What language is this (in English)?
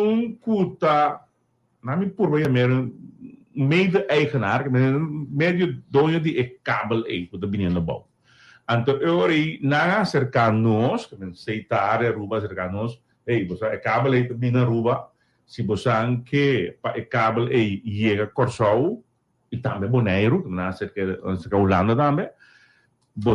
Papiamento